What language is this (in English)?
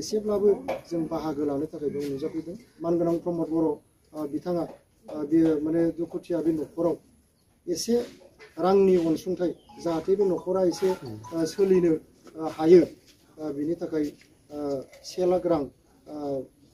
Bodo